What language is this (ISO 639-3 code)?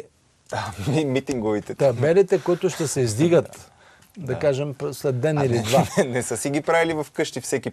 bul